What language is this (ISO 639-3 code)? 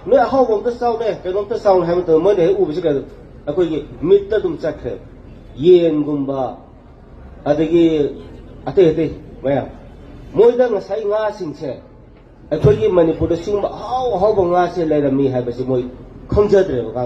mni